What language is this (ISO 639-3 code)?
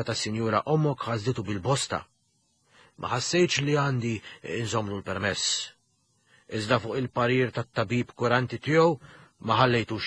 mlt